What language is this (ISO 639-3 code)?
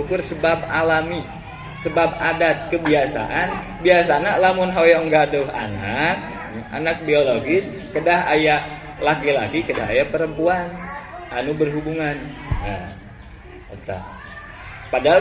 sun